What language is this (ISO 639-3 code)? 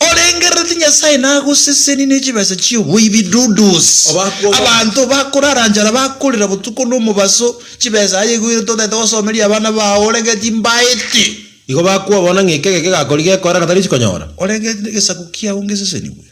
guz